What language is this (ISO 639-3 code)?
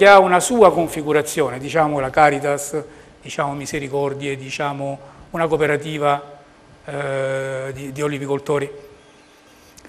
ita